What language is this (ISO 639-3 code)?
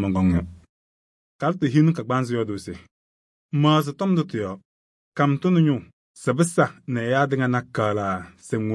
kbp